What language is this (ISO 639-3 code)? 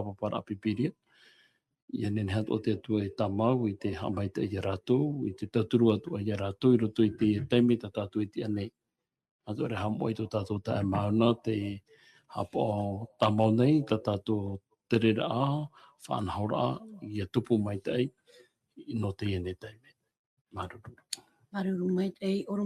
tah